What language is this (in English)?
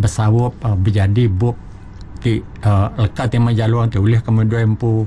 Iban